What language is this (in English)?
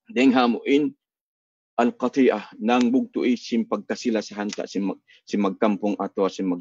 Tausug